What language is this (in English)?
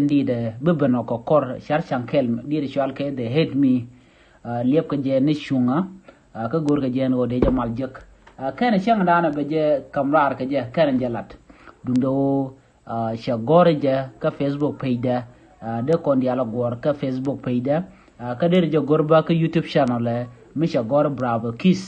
Nuer